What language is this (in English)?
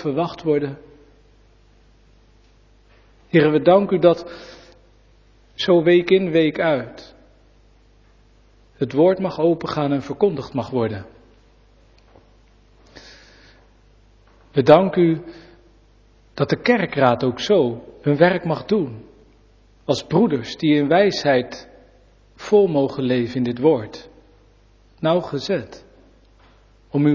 Dutch